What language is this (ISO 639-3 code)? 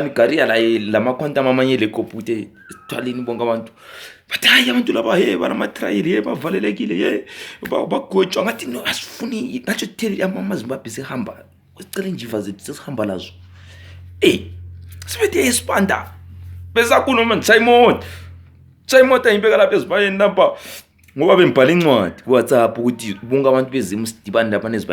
zul